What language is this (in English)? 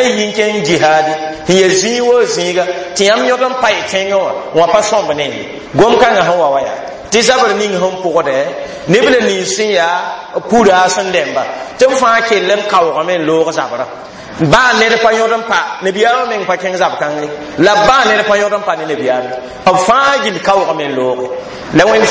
Mossi